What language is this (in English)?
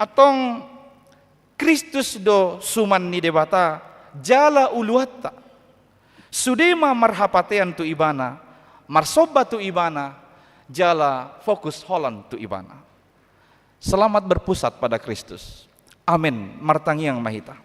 Batak Toba